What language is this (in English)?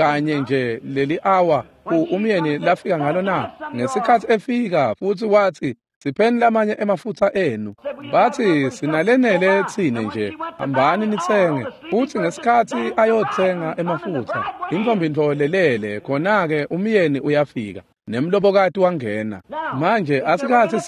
Swati